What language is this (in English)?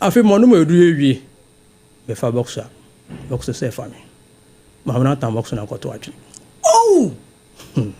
Akan